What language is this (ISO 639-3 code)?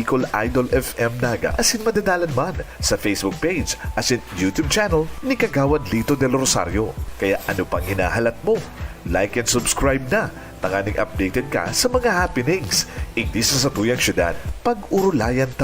bik